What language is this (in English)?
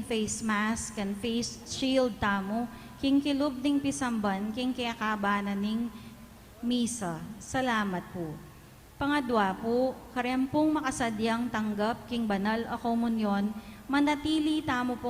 Pampanga